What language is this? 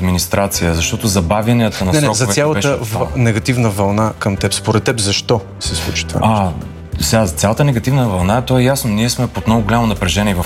Bulgarian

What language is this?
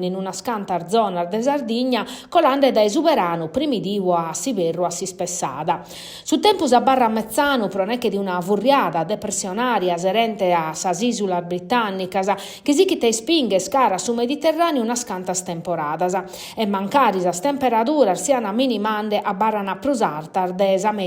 Sardinian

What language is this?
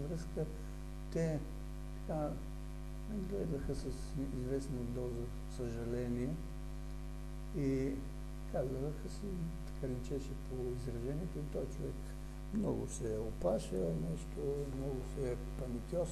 Bulgarian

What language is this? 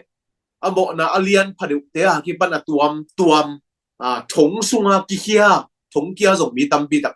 Tedim Chin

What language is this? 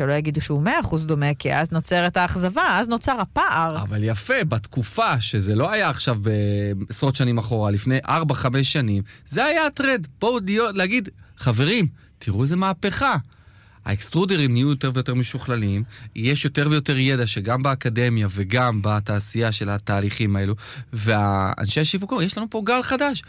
Hebrew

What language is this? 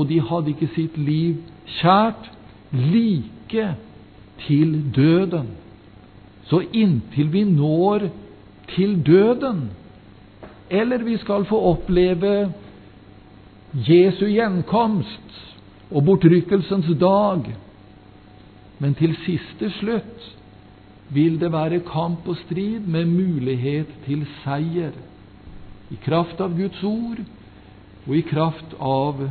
Norwegian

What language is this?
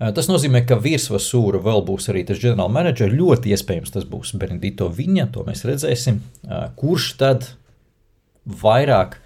Latvian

